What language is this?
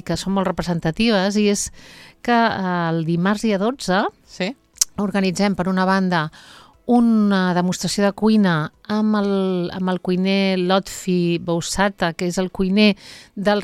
Catalan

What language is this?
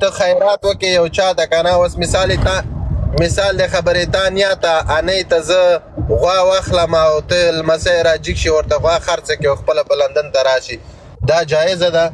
Pashto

